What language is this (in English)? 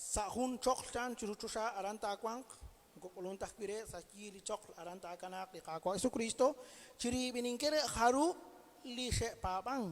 Kekchí